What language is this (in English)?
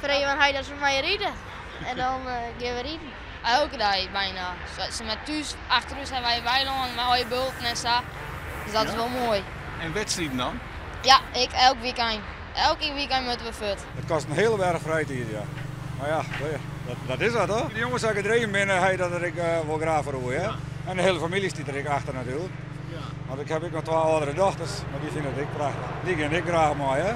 Western Frisian